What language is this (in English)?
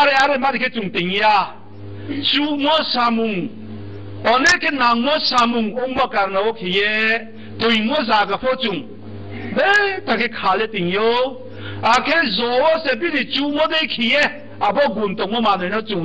Riang (India)